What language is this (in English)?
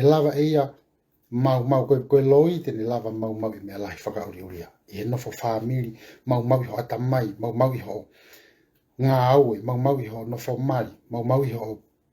Tongan